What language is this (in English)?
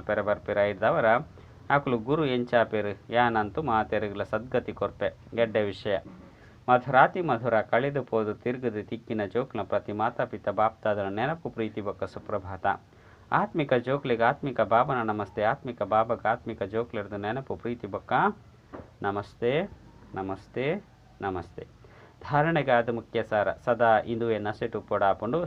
Tulu